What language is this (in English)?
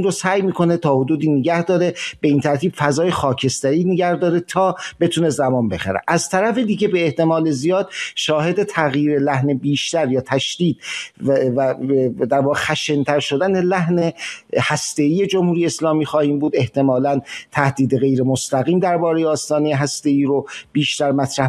Persian